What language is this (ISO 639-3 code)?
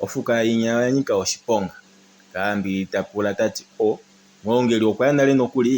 kua